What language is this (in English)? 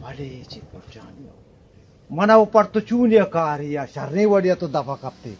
Baluchi